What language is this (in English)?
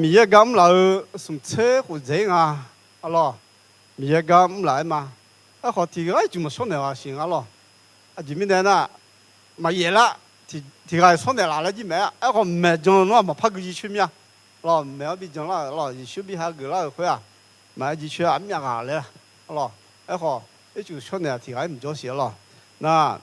Akha